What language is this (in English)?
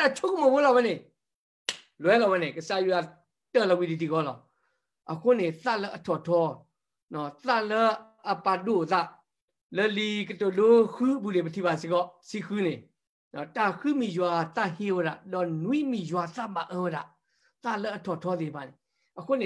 S'gaw Karen